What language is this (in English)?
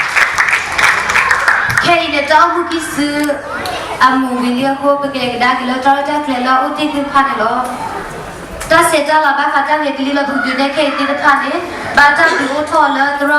S'gaw Karen